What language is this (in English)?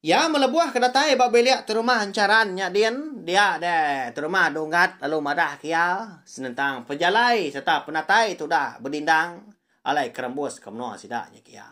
Iban